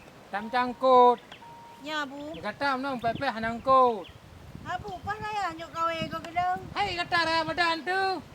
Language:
Achinese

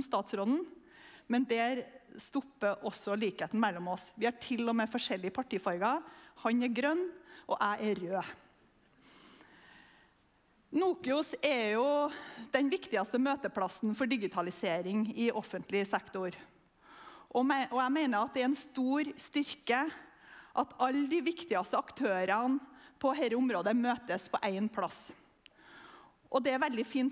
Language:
Norwegian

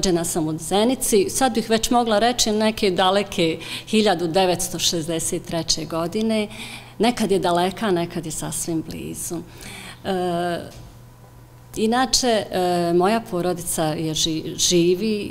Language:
Bosnian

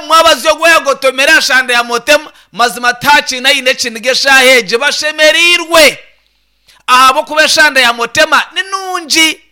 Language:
Nyankole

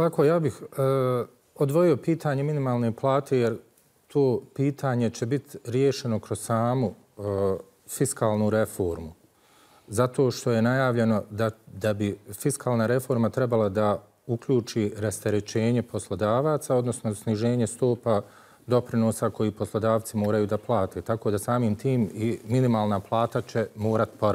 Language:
Bosnian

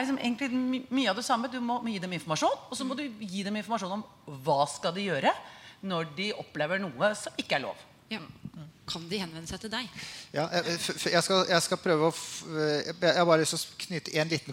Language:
Norwegian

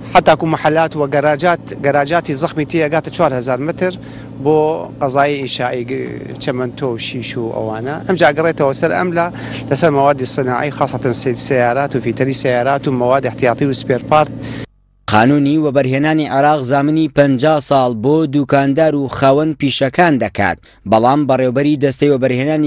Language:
Central Kurdish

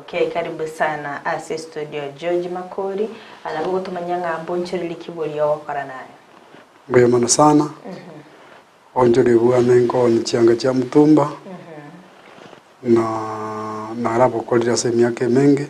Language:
Gusii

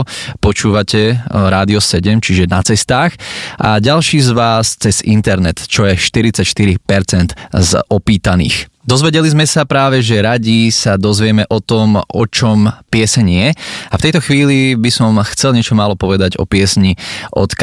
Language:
Slovak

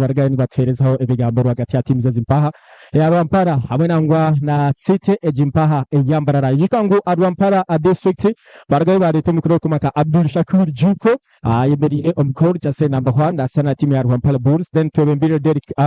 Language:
Nyankole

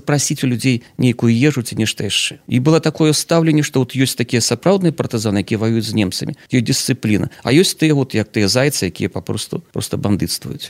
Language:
Belarusian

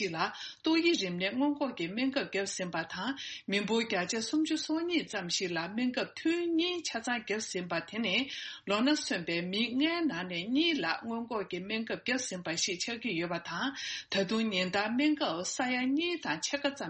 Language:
Tibetan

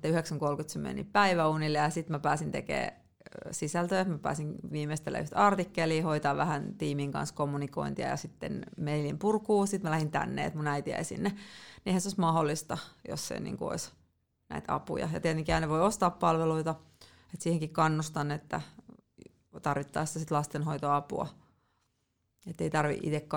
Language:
Finnish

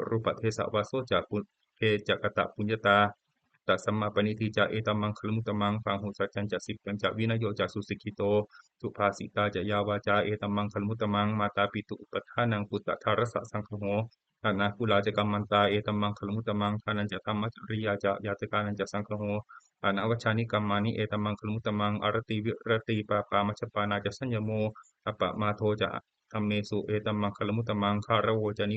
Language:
Pali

